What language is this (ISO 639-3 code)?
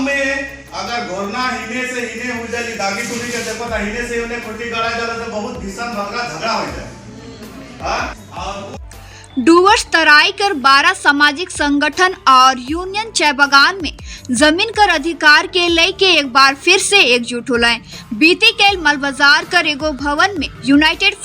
sck